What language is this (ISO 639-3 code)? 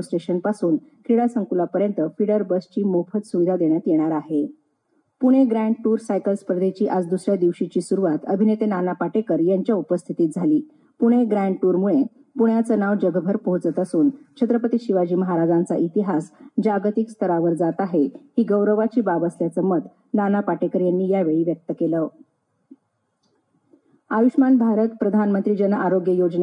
mar